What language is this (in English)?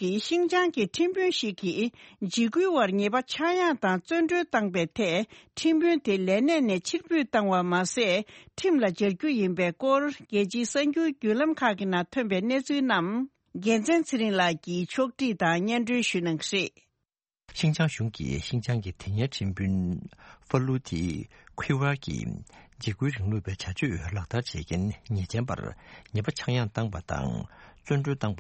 Tibetan